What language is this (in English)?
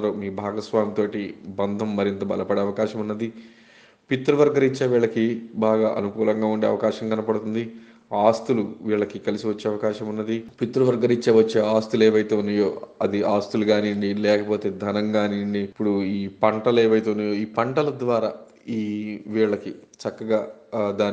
Telugu